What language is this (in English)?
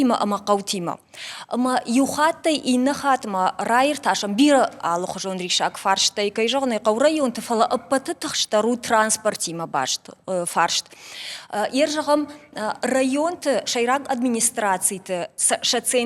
Ossetic